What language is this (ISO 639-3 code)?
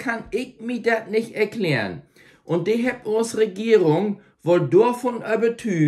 nds